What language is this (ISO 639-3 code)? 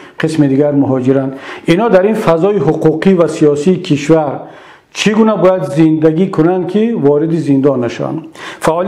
tgk